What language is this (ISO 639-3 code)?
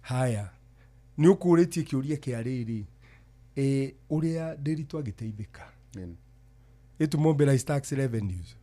kik